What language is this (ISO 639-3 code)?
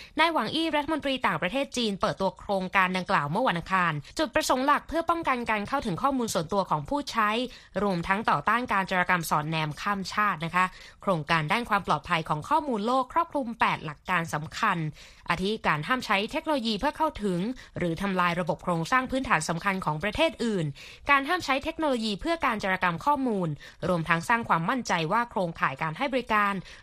tha